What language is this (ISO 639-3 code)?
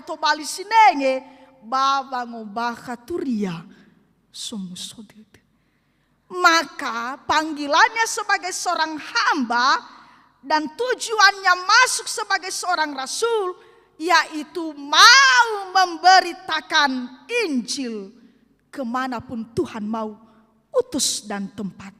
nia